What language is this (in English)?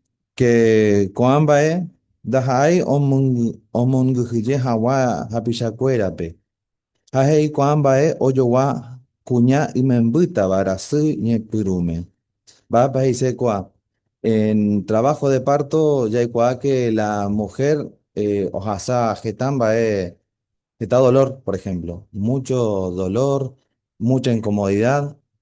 Guarani